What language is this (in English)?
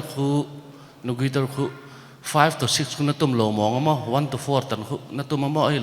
Paite Chin